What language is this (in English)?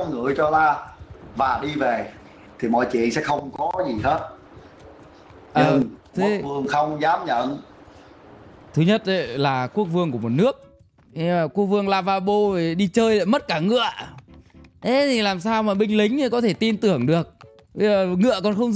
Vietnamese